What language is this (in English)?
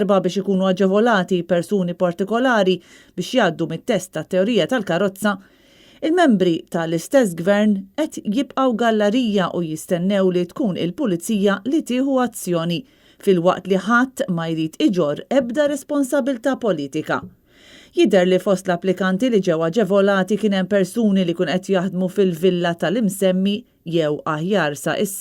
Maltese